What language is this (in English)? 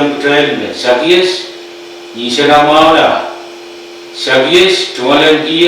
Pohnpeian